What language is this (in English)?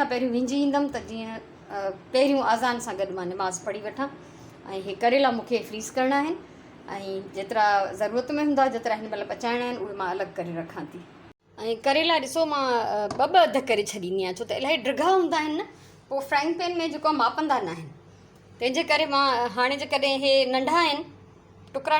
Sindhi